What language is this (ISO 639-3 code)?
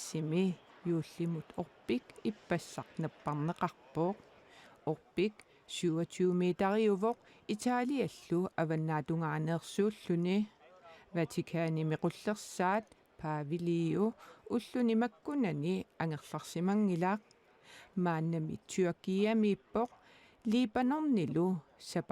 kal